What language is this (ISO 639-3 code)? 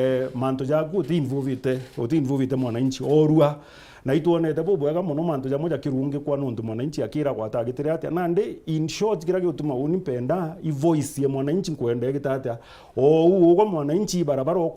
mer